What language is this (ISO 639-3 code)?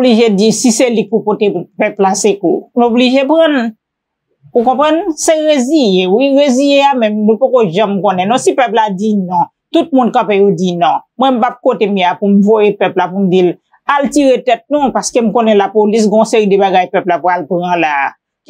hat